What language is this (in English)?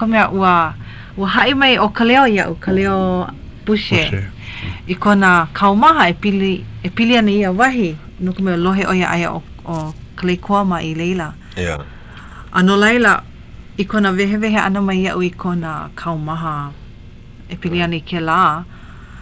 Hawaiian